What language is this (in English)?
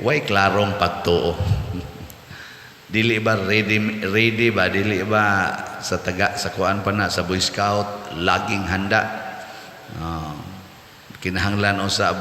Cebuano